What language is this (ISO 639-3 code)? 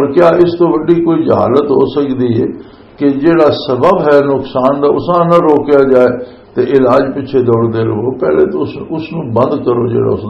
lah